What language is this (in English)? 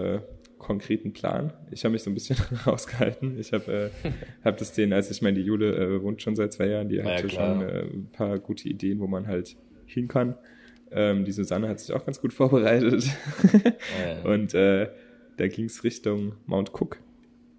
German